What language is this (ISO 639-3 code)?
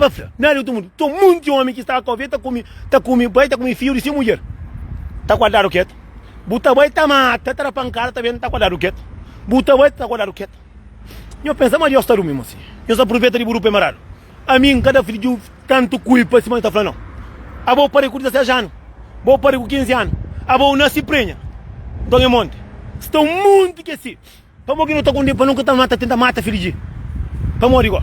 kea